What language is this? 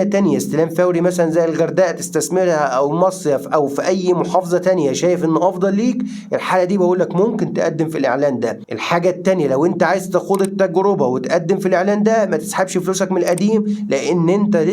Egyptian Arabic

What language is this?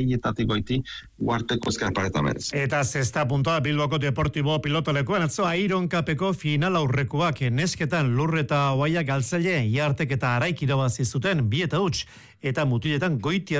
Basque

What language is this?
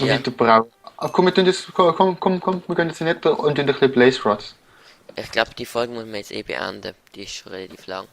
Swiss German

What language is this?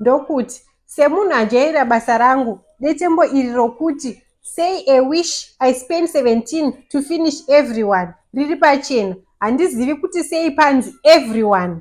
Shona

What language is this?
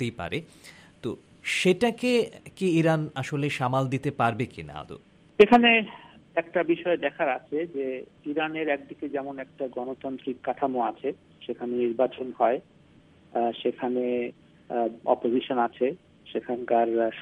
Bangla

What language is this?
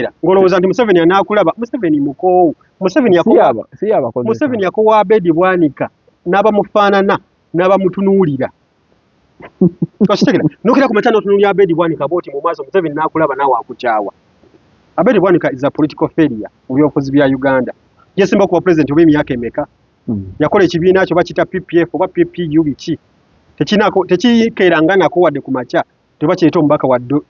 Ganda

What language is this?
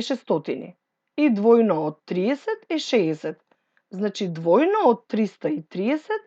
Macedonian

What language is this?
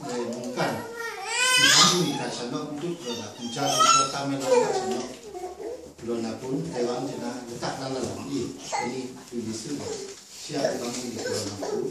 Kachin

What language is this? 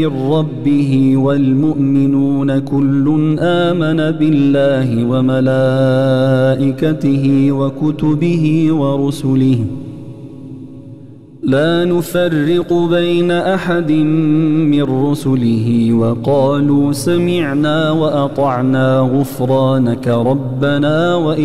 Arabic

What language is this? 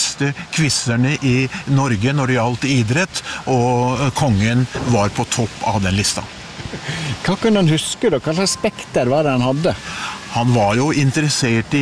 Norwegian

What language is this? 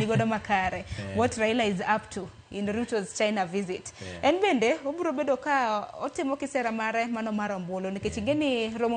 Luo (Kenya and Tanzania)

